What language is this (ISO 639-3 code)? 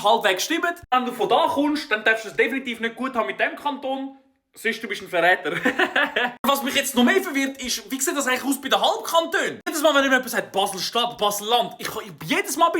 gsw